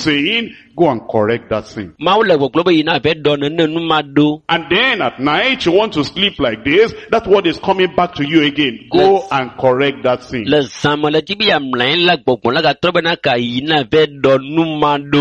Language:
Ewe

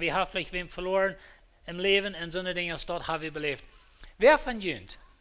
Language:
Plautdietsch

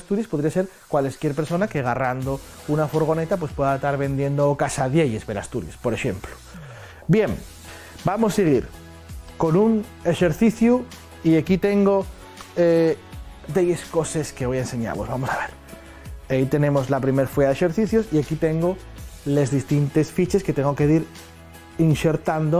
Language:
Asturian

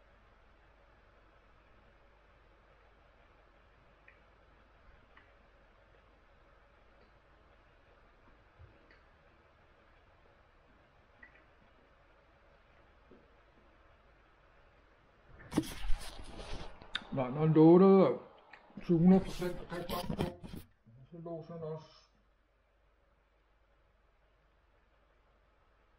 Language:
Danish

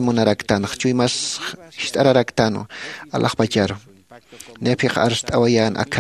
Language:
Aymara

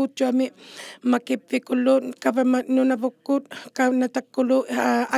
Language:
Inuktitut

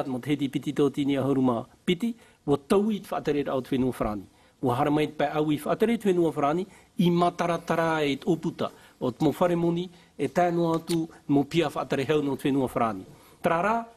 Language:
Tahitian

